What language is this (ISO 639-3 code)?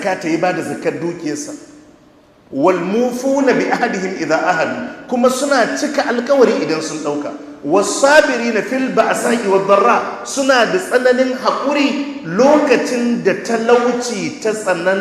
hau